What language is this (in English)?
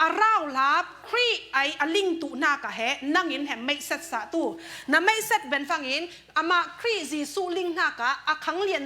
Falam Chin